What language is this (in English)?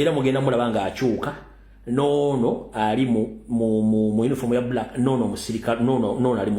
Ganda